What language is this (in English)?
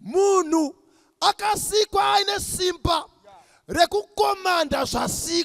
Shona